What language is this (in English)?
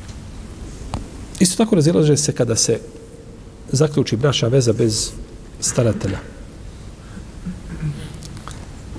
Bosnian